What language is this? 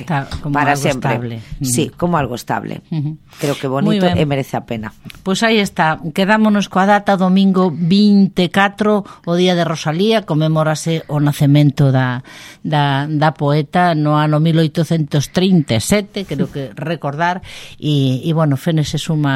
Galician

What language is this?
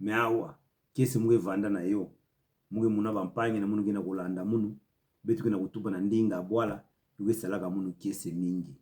Kituba (Democratic Republic of Congo)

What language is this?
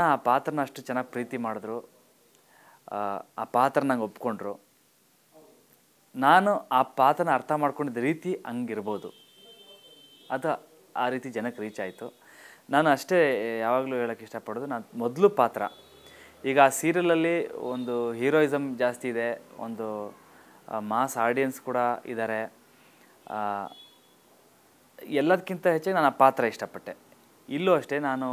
Kannada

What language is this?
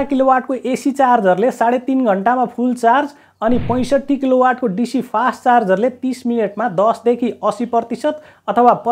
Nepali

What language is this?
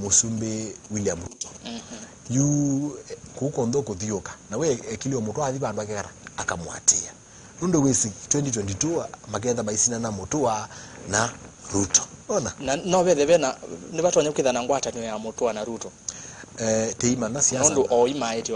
Kamba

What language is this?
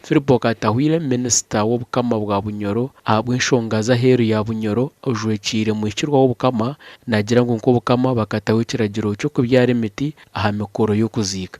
Nyankole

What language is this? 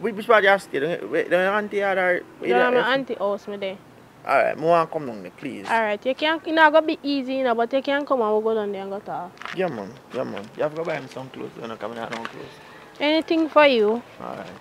Jamaican Creole English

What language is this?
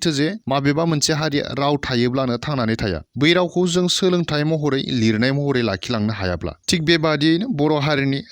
Bodo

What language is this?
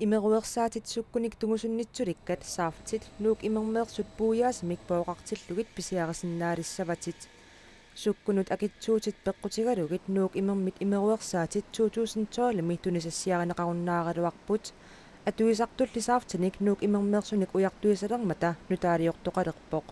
Kalaallisut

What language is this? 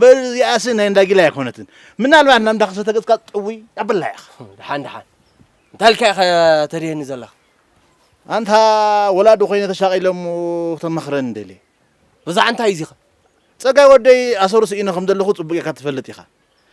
Tigrinya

